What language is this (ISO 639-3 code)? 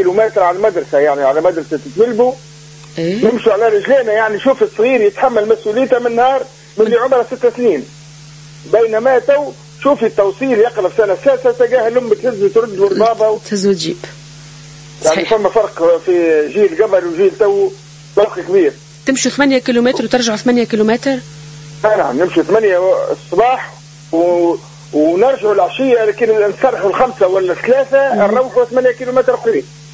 aeb